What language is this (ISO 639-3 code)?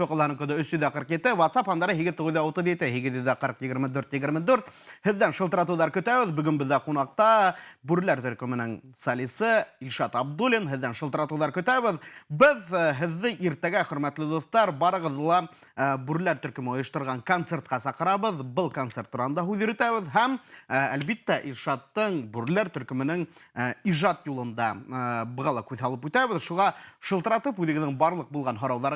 bak